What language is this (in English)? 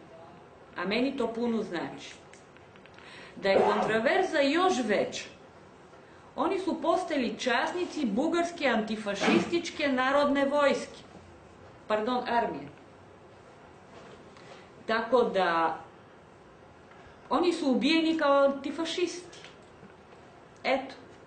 Croatian